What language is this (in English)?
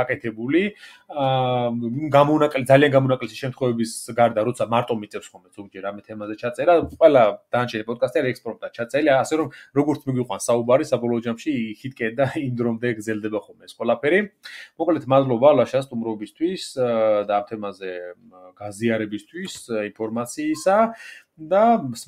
Georgian